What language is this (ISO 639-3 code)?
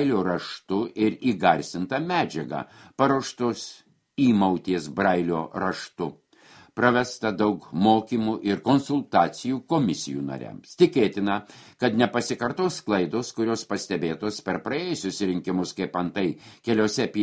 lit